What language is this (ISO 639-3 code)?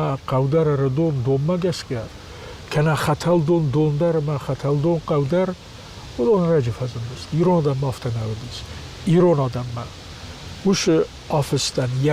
oss